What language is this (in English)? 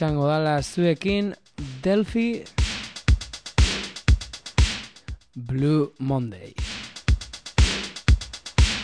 Basque